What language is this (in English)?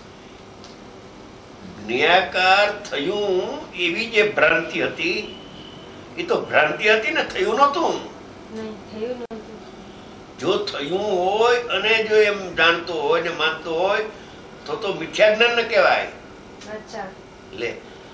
Gujarati